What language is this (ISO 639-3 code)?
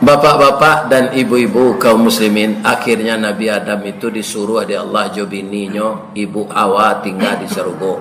min